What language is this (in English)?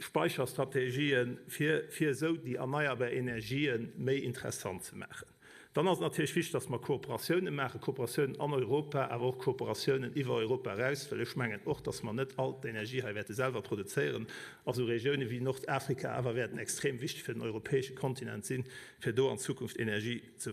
Luxembourgish